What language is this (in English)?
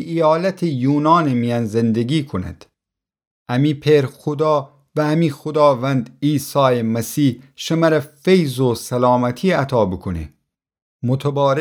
Gilaki